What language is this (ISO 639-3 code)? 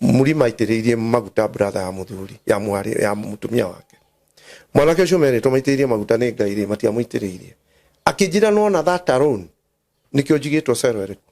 kik